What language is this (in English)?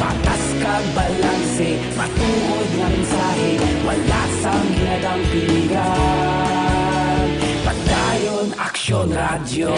Hiligaynon